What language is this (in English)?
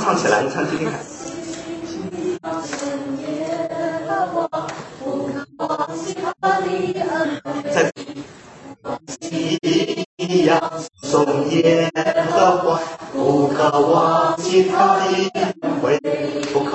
Chinese